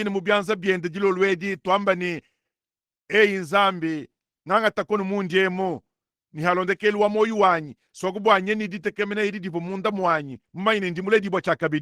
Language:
Luba-Lulua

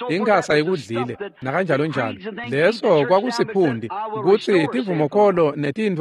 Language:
Swati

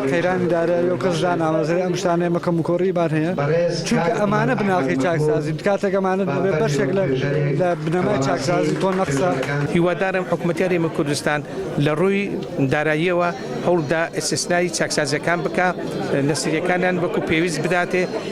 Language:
Central Kurdish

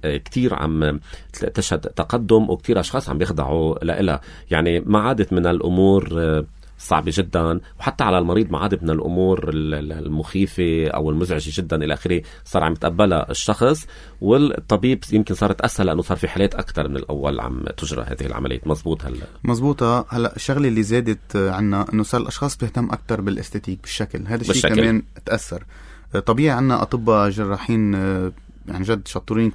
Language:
North Levantine Arabic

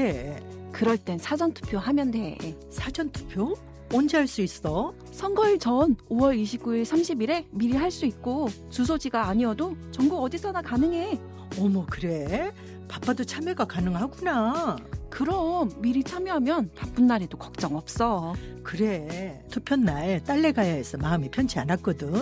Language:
Korean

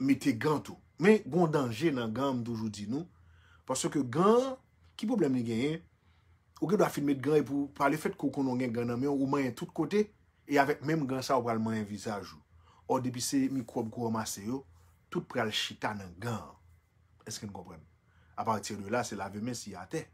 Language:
Haitian Creole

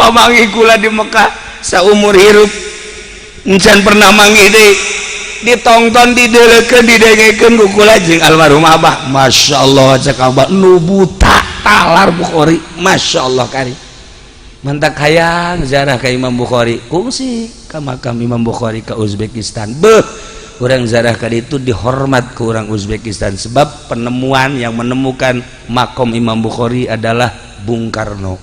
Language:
Sundanese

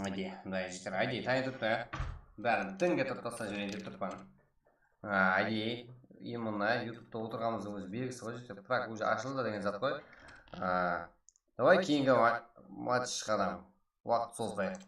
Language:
Kara-Kalpak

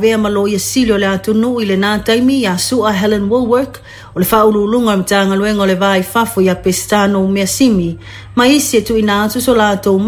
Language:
Samoan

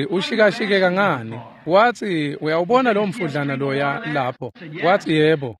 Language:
Swati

